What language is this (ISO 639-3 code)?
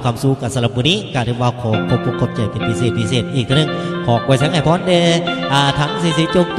lao